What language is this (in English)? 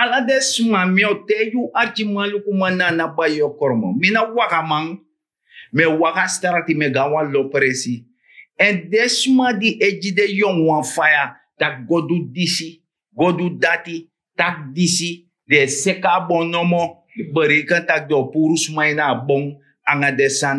Sranan Tongo